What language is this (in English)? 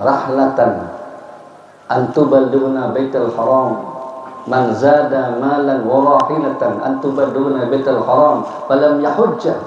Banjar